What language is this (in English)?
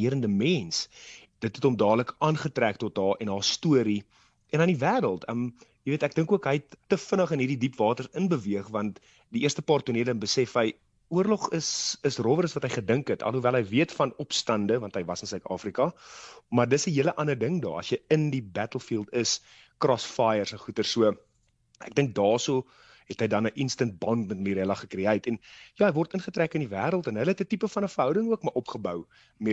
Afrikaans